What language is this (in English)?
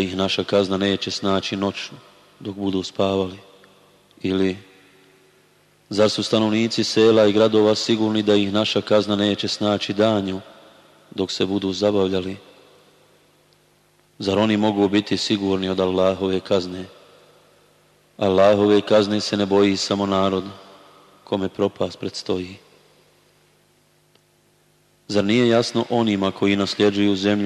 Bosnian